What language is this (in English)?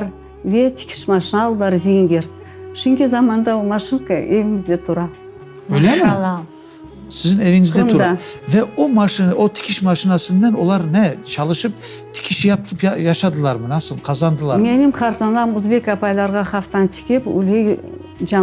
Crimean Tatar